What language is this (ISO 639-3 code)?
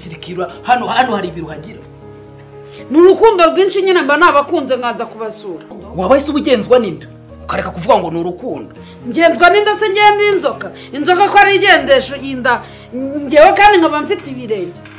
kin